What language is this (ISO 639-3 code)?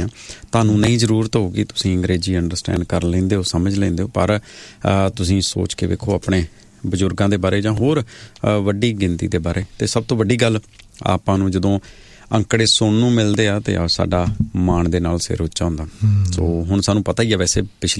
pan